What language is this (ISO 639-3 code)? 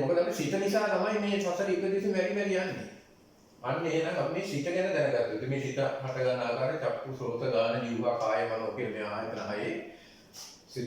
sin